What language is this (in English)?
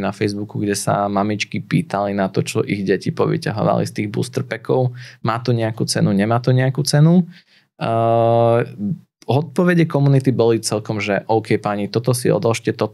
Slovak